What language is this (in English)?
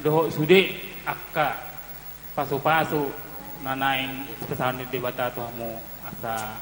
Batak Toba